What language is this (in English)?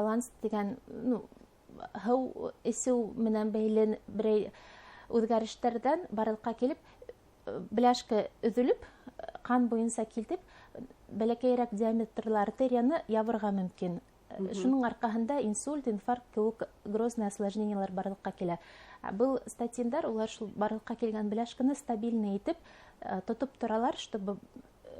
Bashkir